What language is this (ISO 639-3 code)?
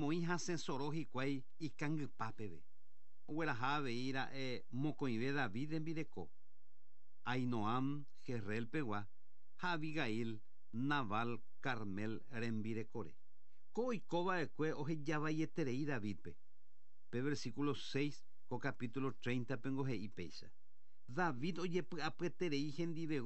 grn